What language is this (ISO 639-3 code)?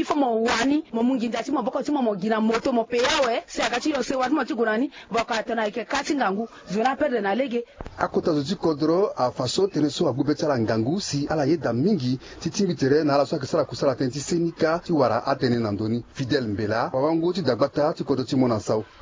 sag